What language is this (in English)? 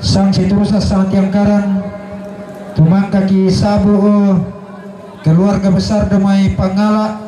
Toraja-Sa'dan